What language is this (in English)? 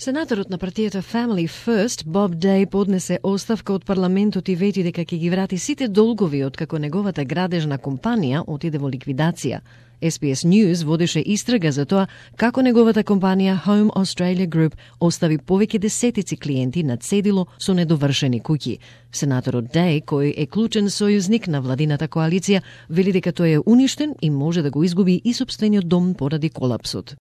Macedonian